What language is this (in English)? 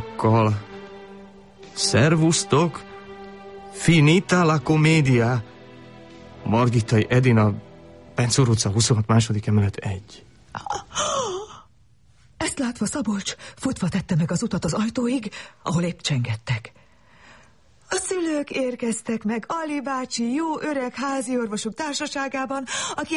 Hungarian